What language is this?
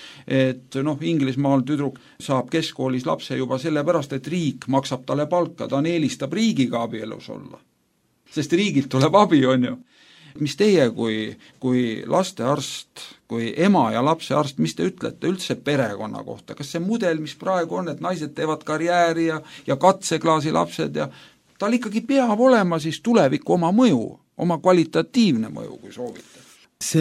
Estonian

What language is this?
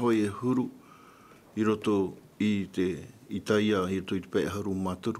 Tahitian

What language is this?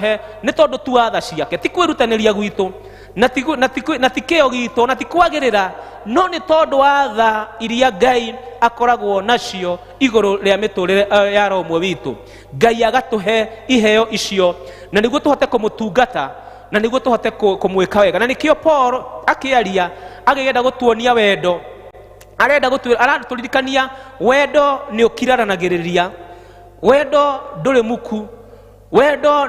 Kikuyu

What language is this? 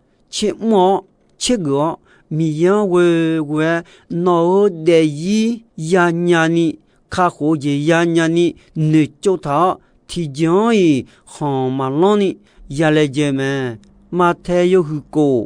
Akha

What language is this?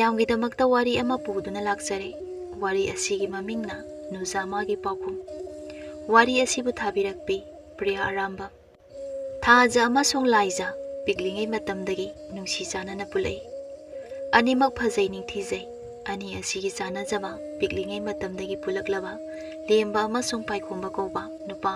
Manipuri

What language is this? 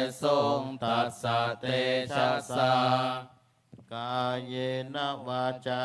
Pali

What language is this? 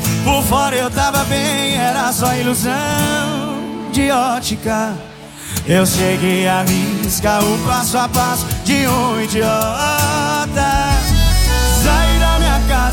Portuguese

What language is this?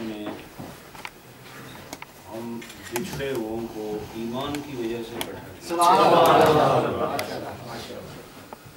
Urdu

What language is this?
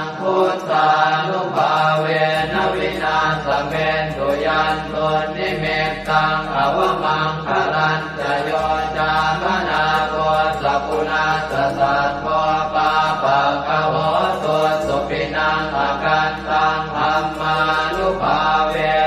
Pali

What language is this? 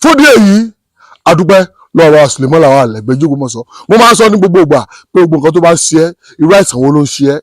Yoruba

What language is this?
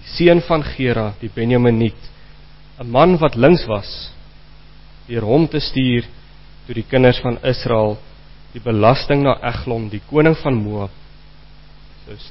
Afrikaans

